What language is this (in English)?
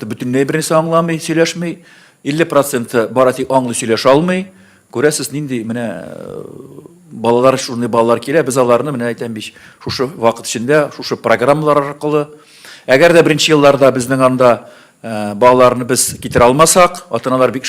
Tatar